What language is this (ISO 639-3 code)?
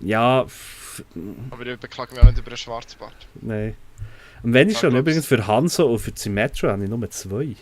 gsw